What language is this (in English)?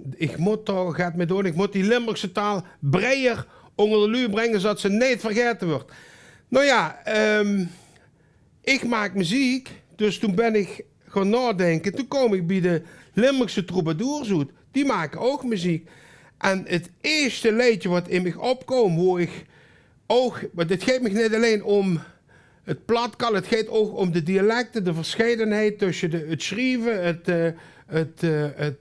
Limburgish